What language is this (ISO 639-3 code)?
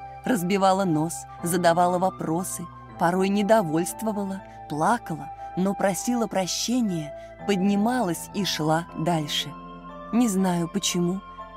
rus